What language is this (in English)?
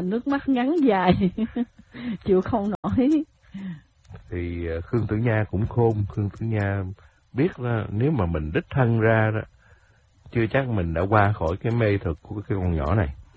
Vietnamese